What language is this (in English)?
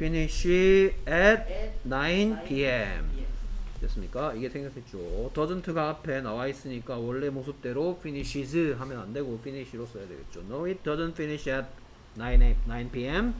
Korean